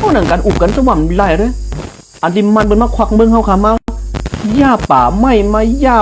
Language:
Shan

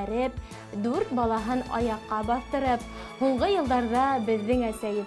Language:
Bashkir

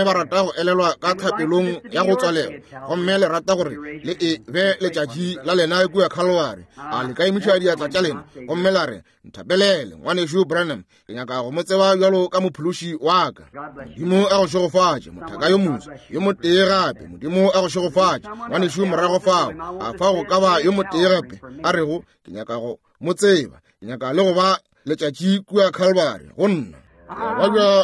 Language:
Northern Sotho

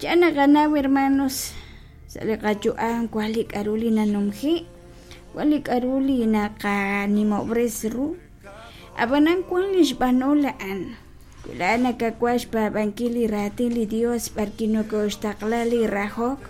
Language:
Kekchí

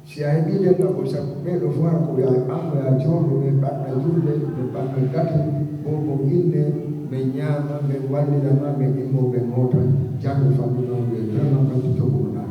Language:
Fula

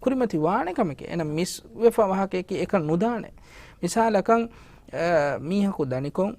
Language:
Divehi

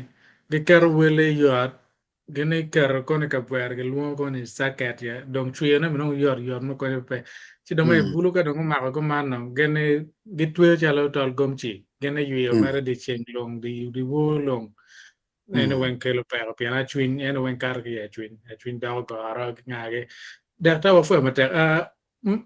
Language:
Acoli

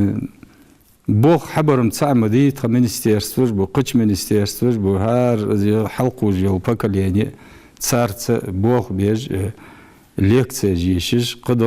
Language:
Ingush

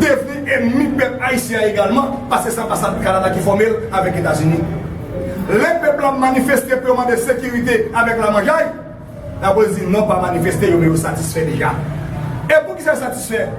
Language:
Haitian Creole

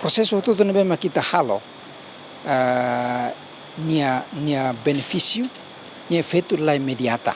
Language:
Tetum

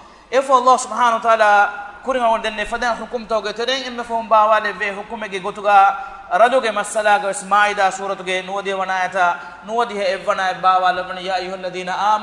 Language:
Divehi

